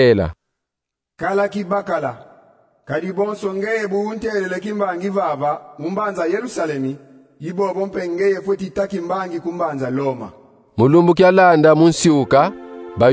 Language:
Kongo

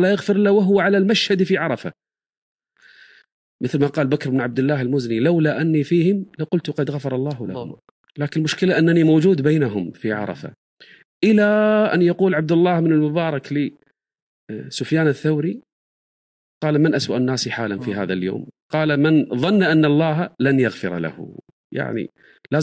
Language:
Arabic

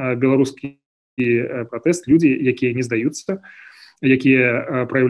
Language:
Belarusian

